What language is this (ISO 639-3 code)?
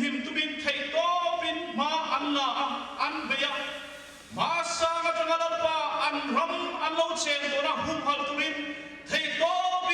lus